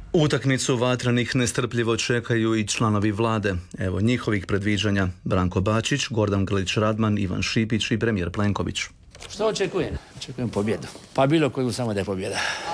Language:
Croatian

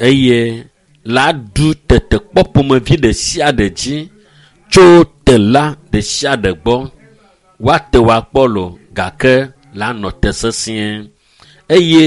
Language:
Ewe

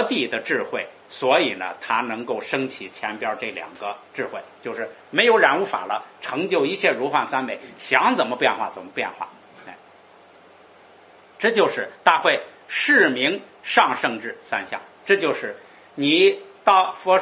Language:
Chinese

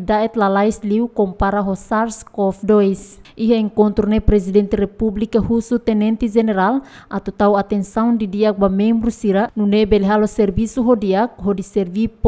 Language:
Tetum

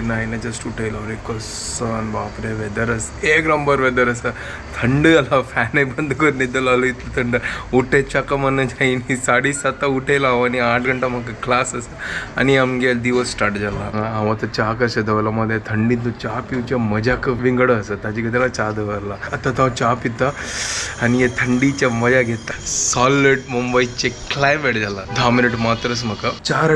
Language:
Konkani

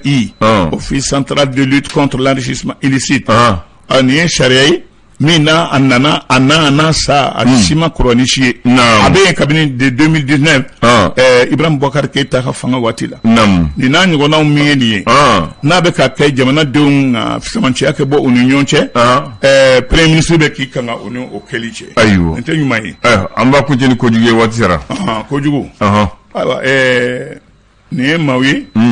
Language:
Bambara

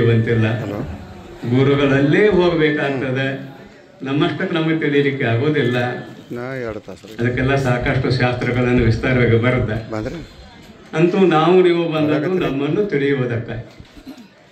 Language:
Kannada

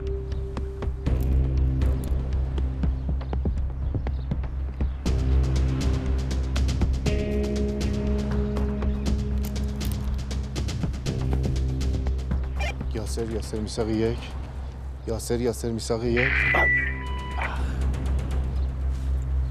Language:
Persian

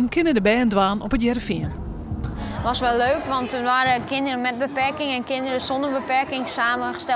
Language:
Western Frisian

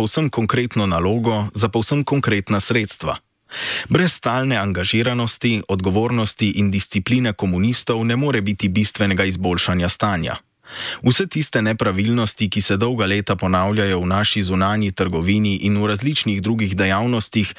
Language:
Slovenian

